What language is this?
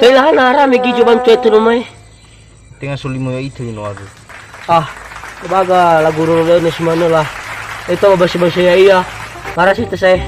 Nias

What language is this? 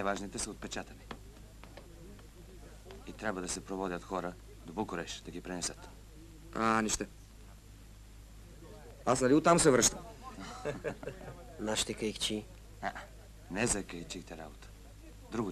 Bulgarian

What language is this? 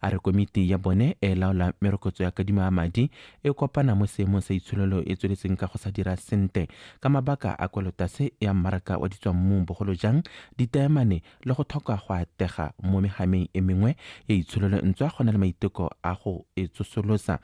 Tswana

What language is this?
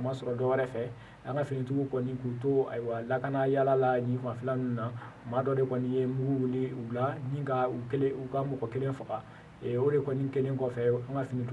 Bambara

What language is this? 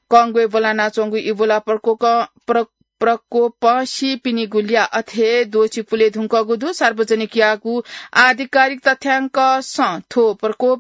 Newari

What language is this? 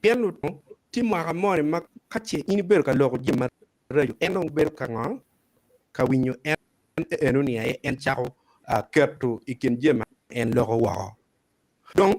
Acoli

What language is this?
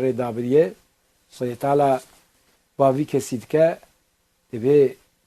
Kurdish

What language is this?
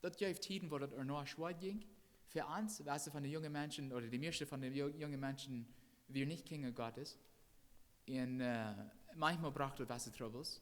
Plautdietsch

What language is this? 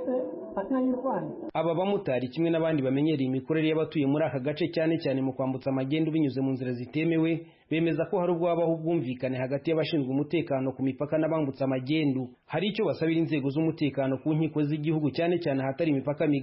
Kinyarwanda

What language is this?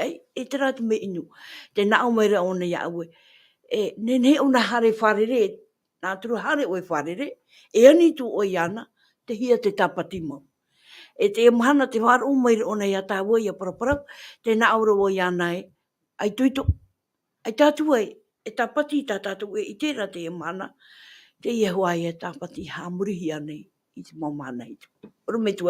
Tahitian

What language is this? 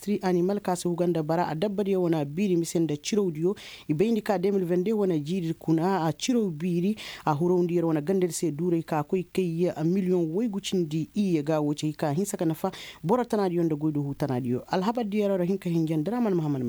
Koyraboro Senni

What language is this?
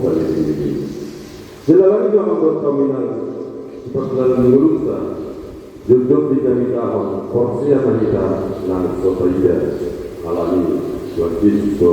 Batak Toba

